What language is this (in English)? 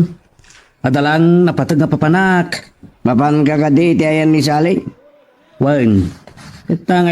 Iloko